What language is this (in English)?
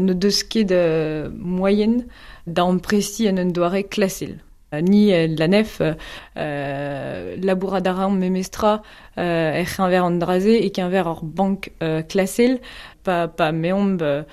Breton